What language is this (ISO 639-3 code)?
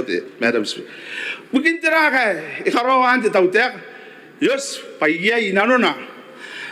gil